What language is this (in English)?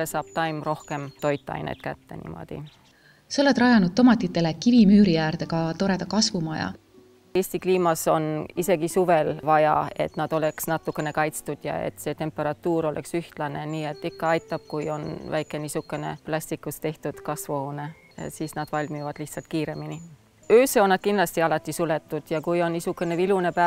Estonian